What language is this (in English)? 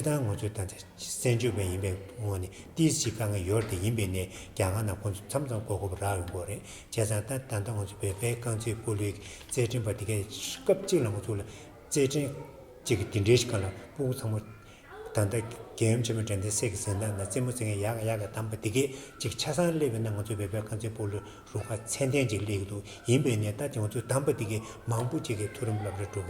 Tibetan